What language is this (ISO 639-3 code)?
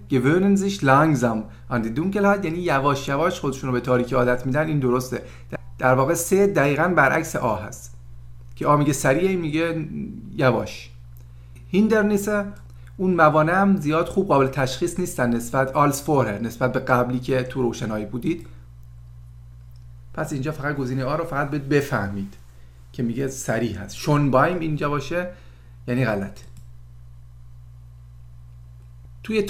fas